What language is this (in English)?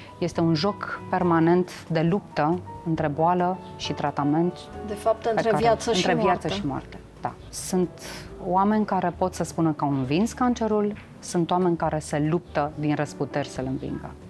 Romanian